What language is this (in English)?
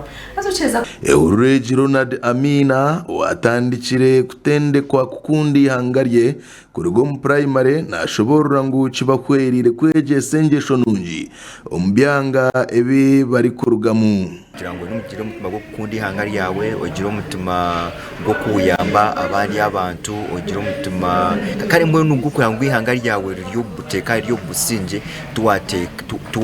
Nyankole